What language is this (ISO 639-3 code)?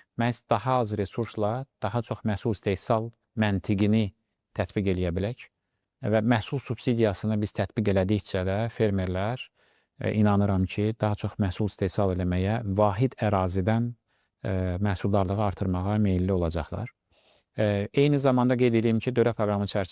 aze